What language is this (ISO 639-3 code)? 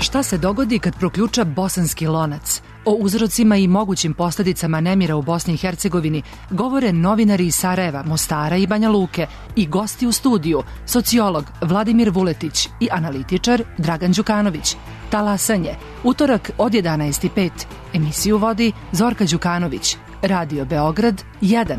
srp